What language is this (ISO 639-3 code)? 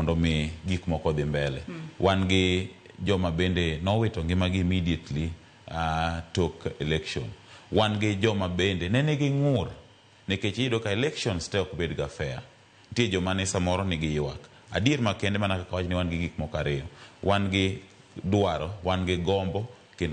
luo